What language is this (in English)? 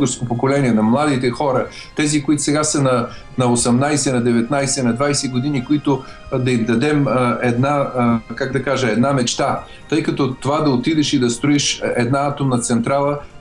Bulgarian